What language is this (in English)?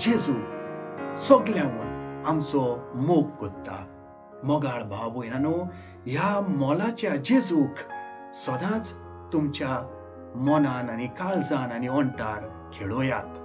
Konkani